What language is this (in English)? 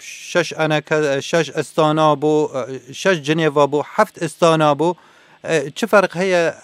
Kurdish